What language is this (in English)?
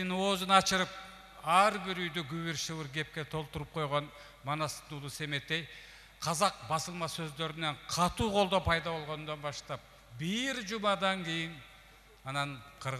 Kyrgyz